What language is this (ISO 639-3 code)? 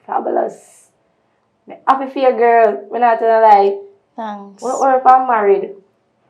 jam